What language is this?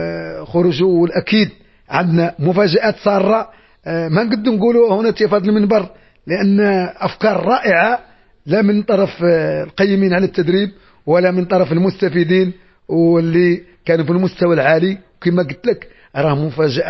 Moroccan Arabic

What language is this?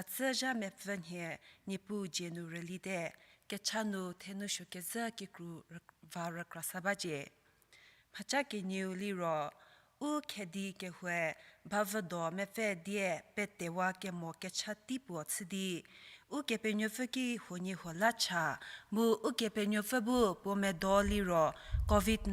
Angami Naga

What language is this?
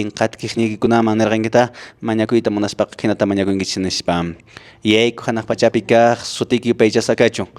Quechua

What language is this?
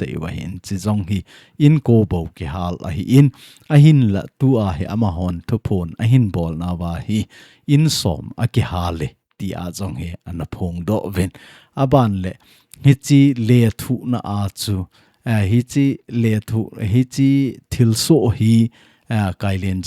Thado Chin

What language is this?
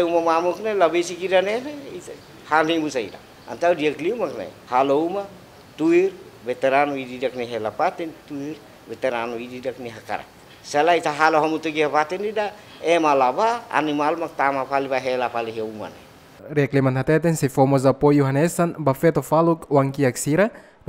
Tetum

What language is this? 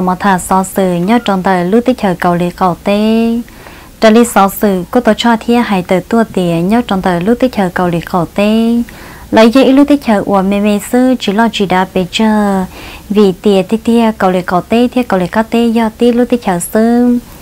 Vietnamese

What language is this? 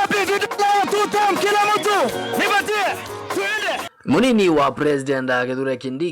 Kamba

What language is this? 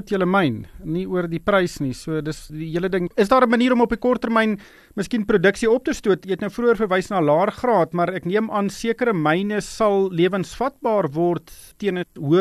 Afrikaans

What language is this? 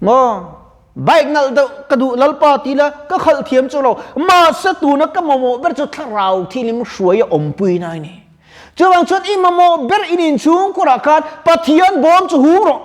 Mizo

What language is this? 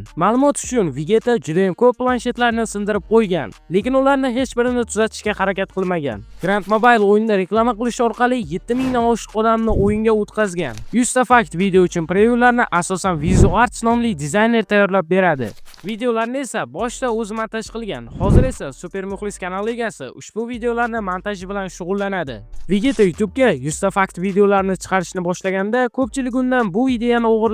Uzbek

